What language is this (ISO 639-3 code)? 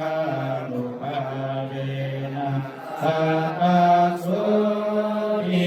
pli